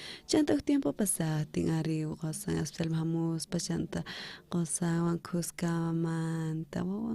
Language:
South Bolivian Quechua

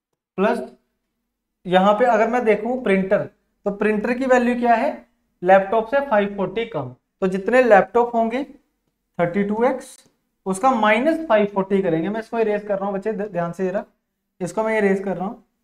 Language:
Hindi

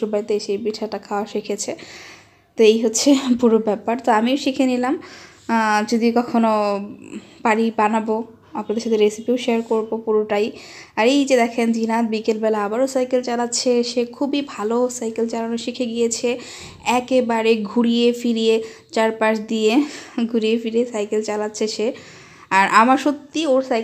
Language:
Bangla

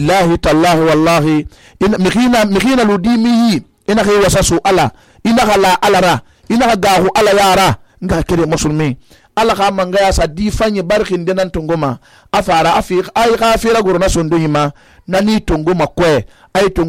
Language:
Susu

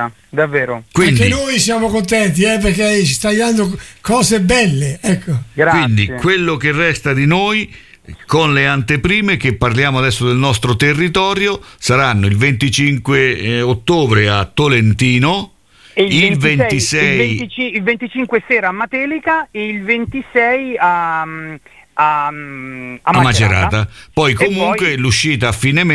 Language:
Italian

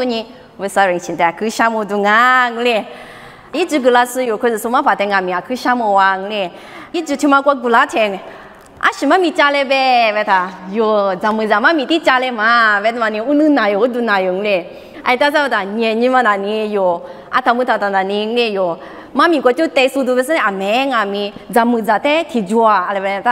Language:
Lisu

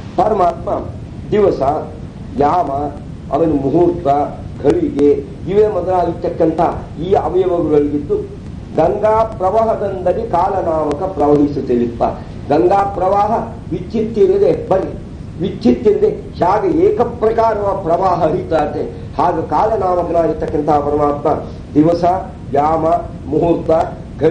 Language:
Kannada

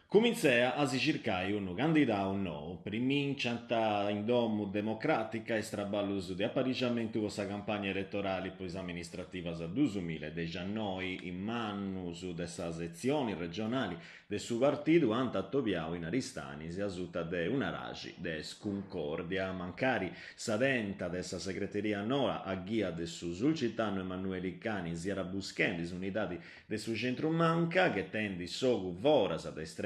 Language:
Sardinian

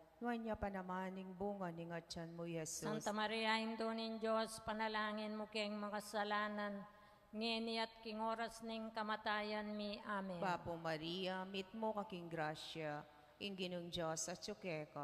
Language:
Pampanga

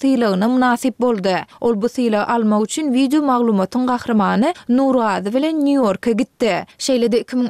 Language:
Turkmen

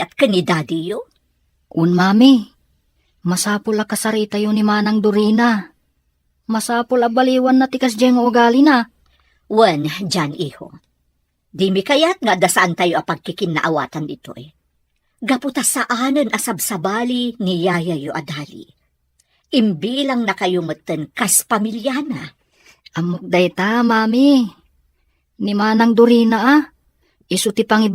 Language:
Iloko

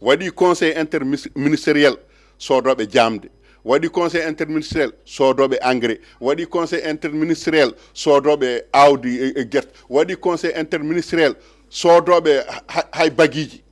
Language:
Fula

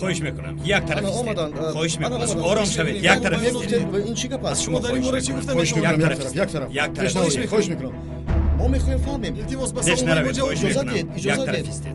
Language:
Tajik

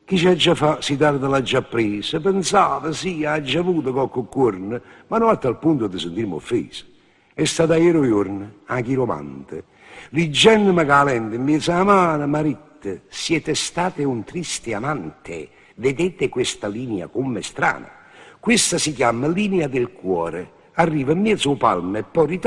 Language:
Neapolitan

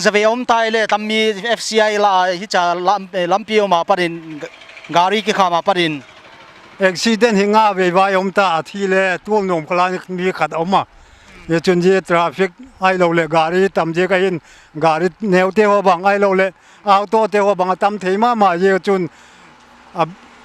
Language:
Paite Chin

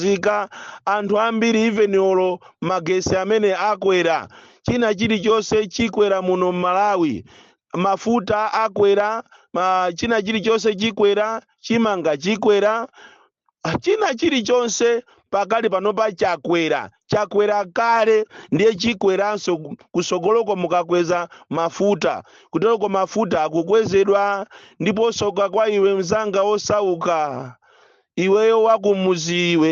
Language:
Nyanja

